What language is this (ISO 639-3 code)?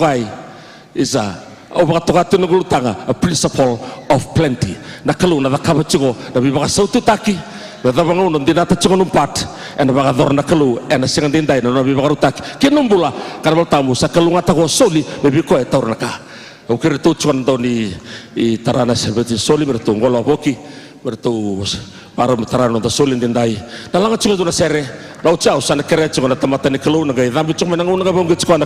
fij